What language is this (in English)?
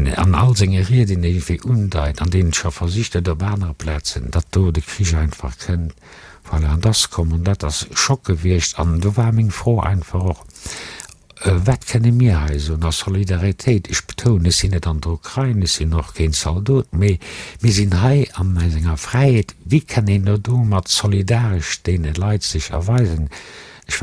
Luxembourgish